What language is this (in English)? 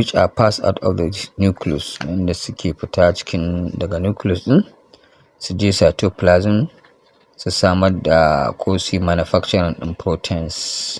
Hausa